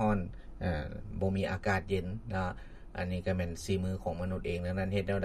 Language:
Lao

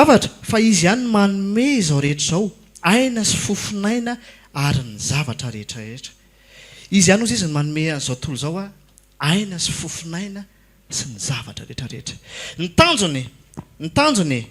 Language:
Malagasy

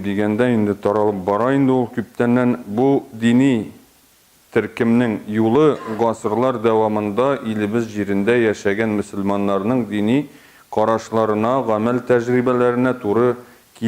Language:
Tatar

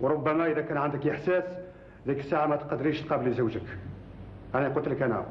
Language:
Algerian Arabic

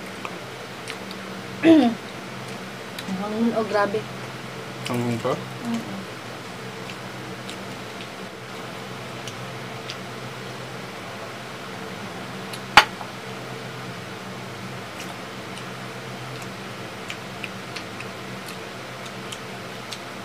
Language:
Filipino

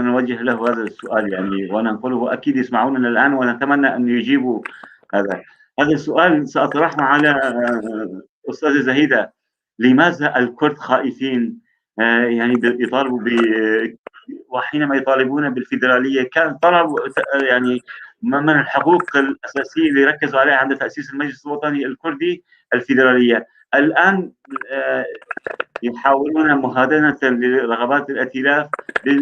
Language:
North Levantine Arabic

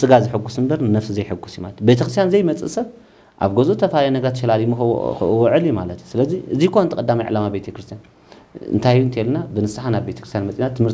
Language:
Tigrinya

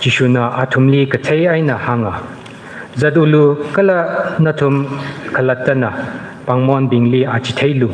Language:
Tangkhul Naga (India)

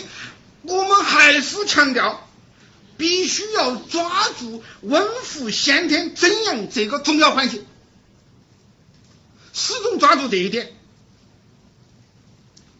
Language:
Chinese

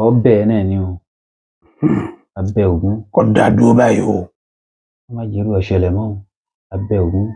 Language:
Yoruba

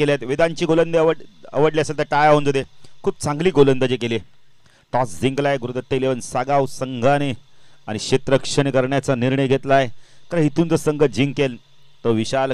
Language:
Marathi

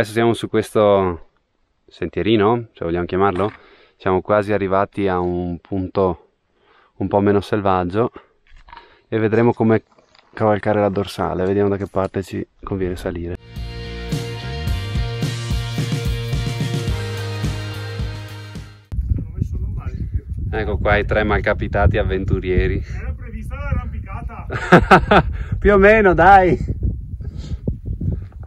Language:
Italian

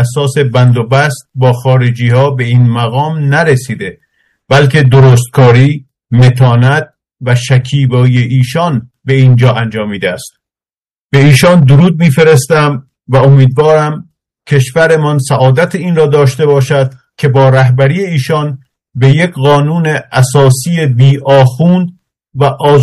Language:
Persian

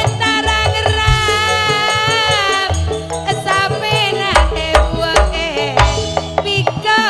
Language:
Madurese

